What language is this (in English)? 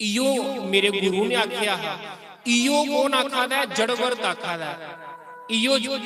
Dogri